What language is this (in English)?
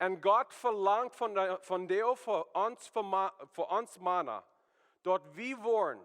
Plautdietsch